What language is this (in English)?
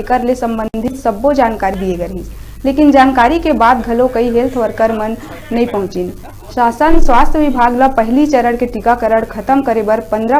Chhattisgarhi